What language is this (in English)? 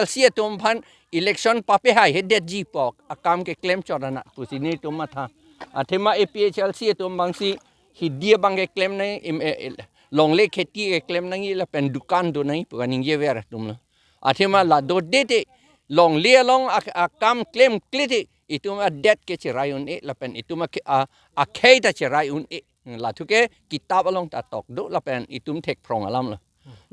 Karbi